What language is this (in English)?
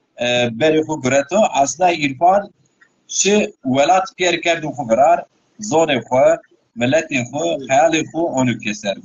Zaza